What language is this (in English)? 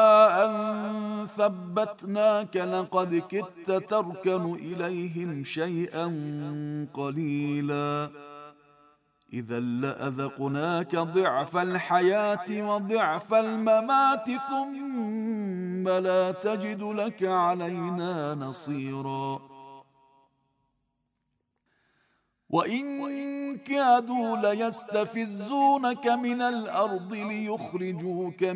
Arabic